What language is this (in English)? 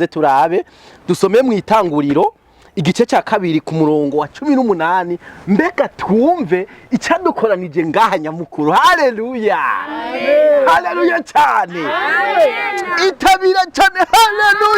Rundi